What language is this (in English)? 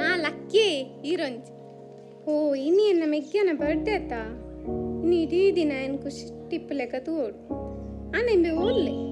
Tulu